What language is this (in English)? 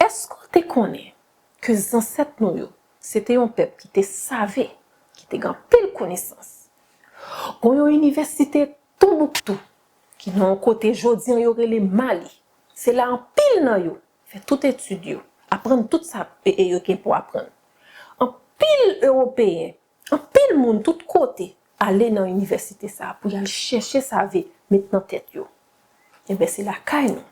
Haitian Creole